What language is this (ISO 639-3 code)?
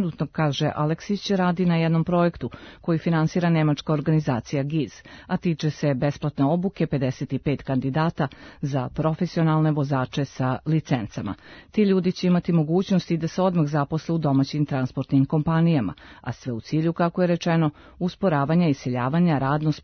srp